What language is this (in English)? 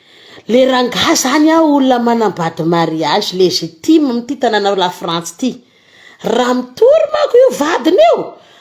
Malagasy